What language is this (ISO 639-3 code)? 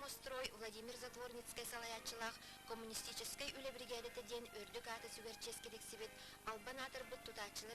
sah